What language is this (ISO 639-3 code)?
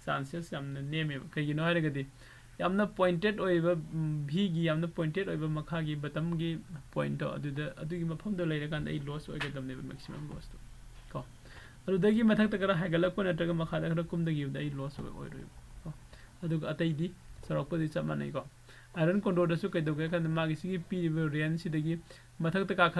mni